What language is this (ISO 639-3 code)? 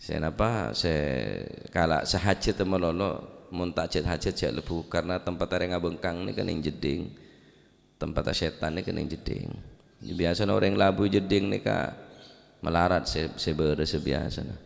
mad